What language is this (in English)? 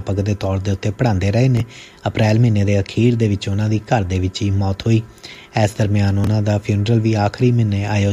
Punjabi